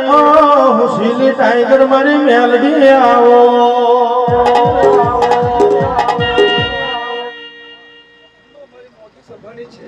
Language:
Gujarati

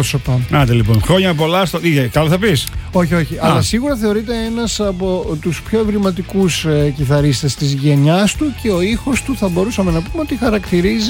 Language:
Greek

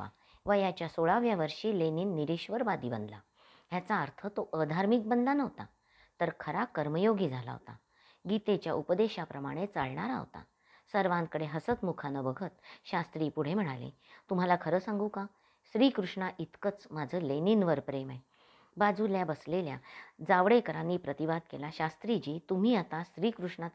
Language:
Marathi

